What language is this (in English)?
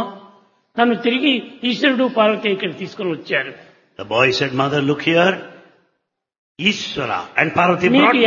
Telugu